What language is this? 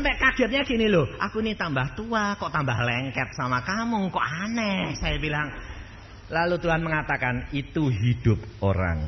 Indonesian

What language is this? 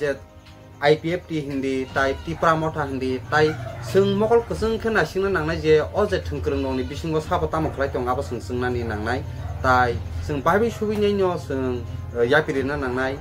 Kok Borok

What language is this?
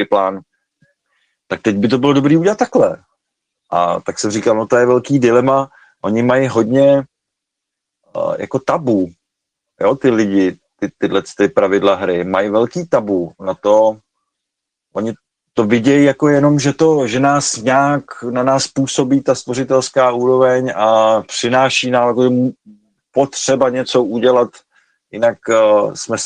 Czech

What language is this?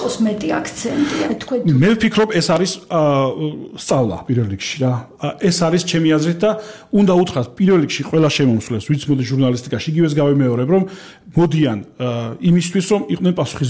Georgian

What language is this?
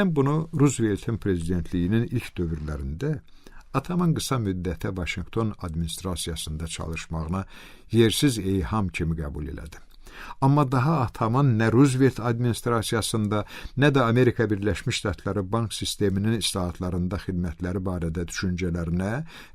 Azerbaijani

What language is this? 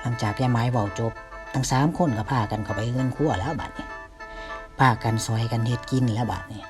Northeastern Thai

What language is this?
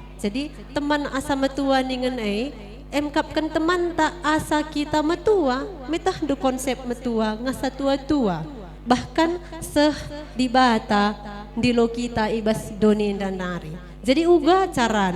Batak Karo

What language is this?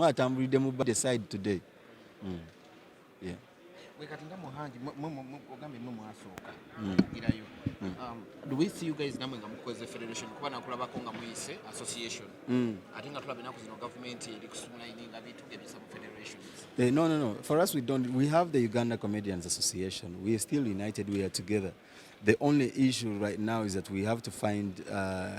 Ganda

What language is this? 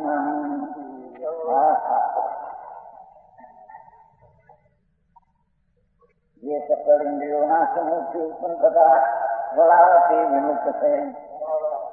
Gujarati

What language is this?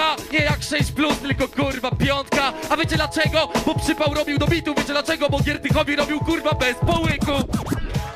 Polish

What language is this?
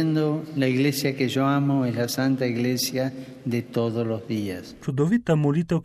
Slovenian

